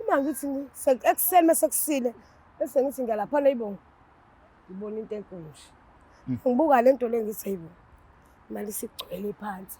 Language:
Zulu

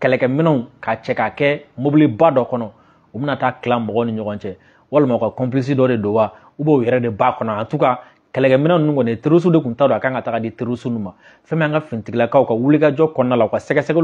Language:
Bambara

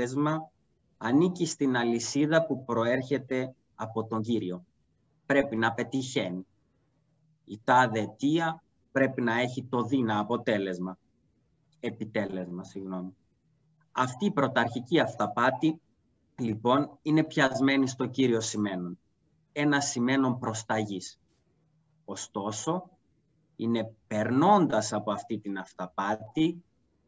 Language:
Greek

